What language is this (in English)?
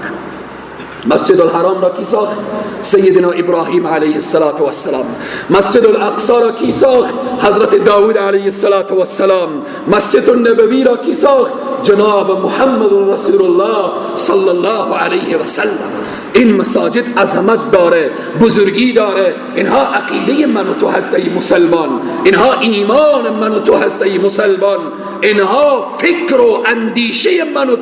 Persian